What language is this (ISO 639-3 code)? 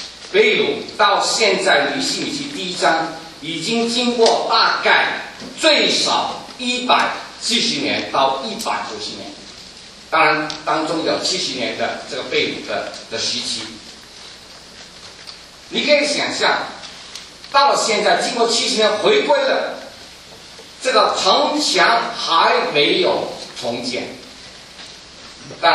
zho